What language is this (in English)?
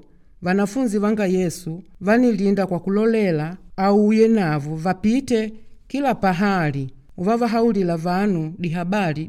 Makonde